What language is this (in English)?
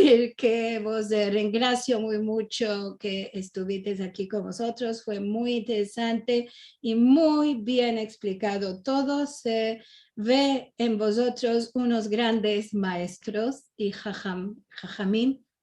Ladino